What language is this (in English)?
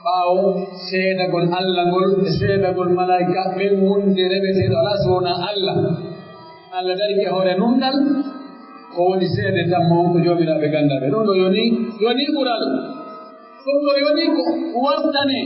Pular